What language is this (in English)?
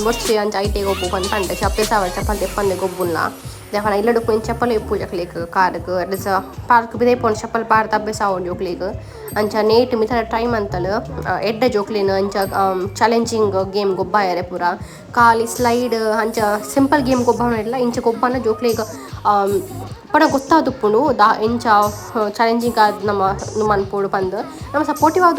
Tulu